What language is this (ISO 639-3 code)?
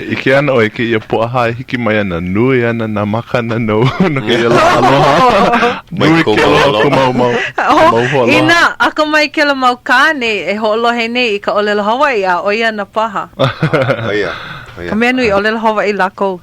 haw